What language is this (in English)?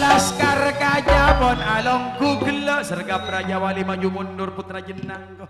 Madurese